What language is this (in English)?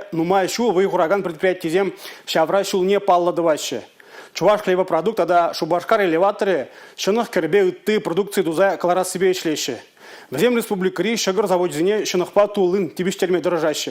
Chuvash